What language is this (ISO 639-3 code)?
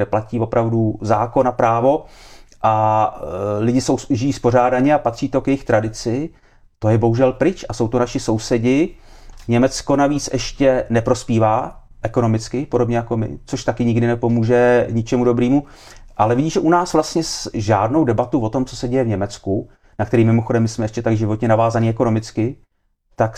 ces